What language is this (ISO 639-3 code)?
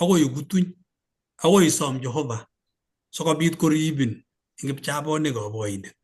kln